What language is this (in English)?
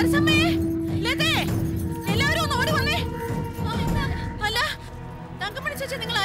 Malayalam